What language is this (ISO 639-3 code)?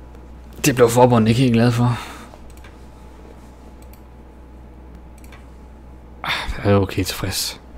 dan